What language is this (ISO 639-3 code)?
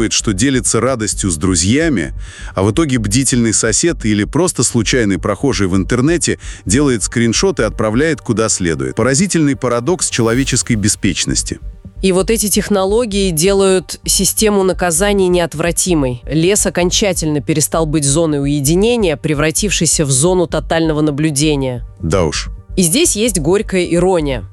rus